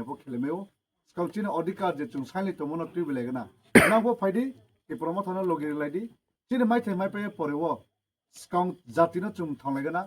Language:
Kok Borok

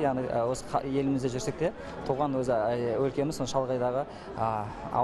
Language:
Kazakh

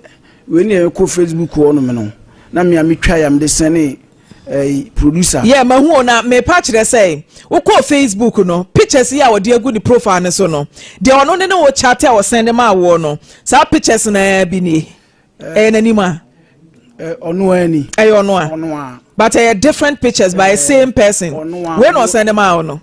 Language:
Akan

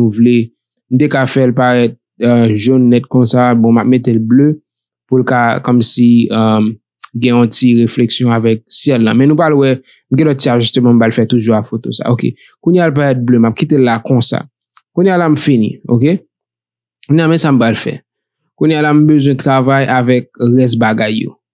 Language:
Haitian Creole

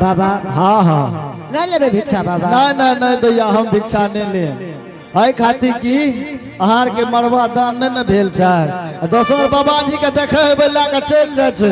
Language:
Angika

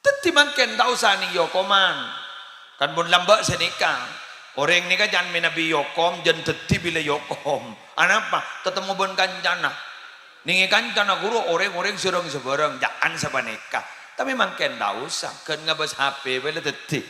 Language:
Madurese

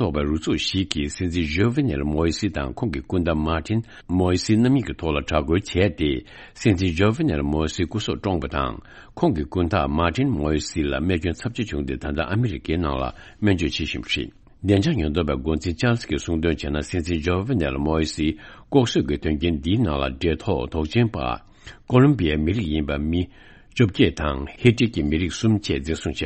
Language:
Tibetan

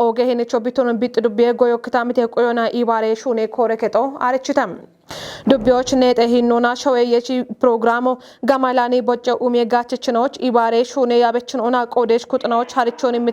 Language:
Kafa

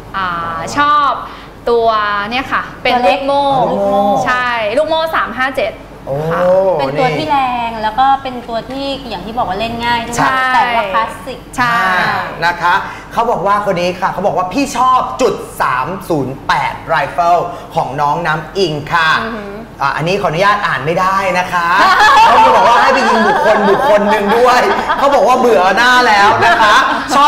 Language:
Thai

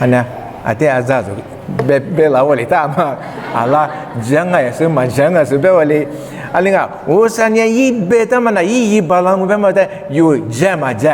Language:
Lisu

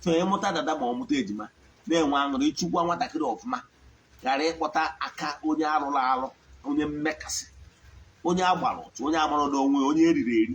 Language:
Igbo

